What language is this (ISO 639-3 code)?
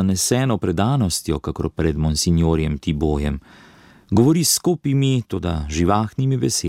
slv